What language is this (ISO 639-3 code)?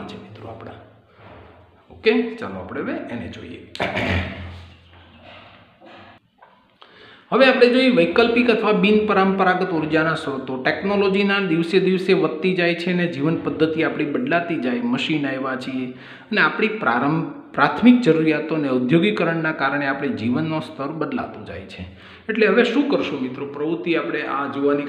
guj